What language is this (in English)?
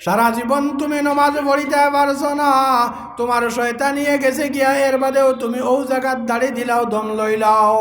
Sylheti